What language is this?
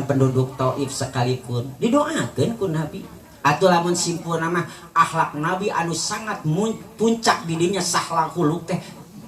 Sundanese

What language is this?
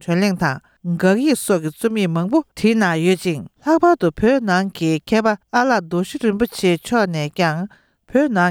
Tibetan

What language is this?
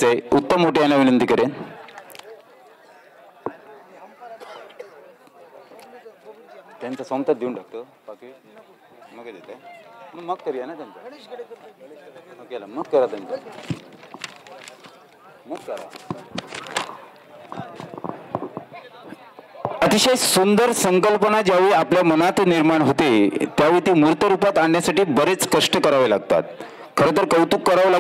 Marathi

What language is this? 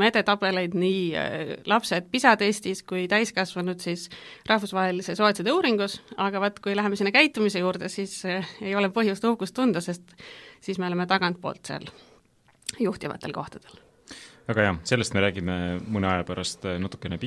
Estonian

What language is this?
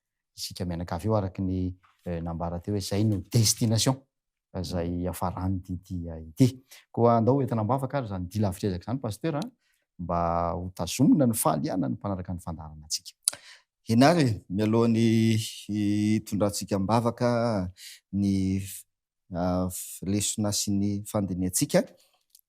Malagasy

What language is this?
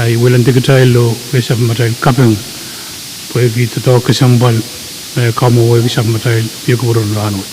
Pohnpeian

